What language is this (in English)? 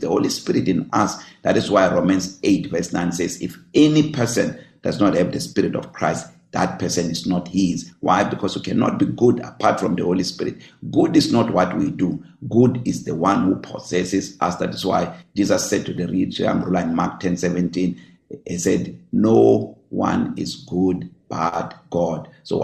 English